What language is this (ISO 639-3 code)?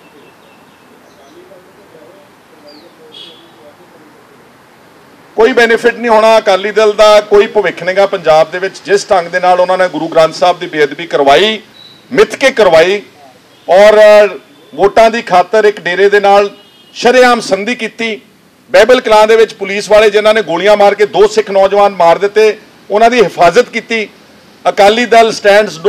pan